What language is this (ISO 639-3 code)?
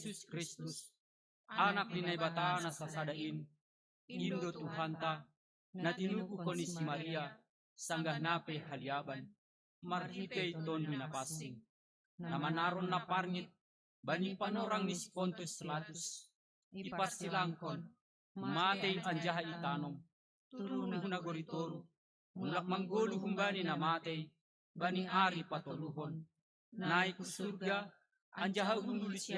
bts